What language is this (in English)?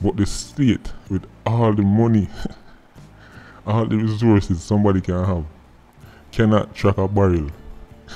Jamaican Creole English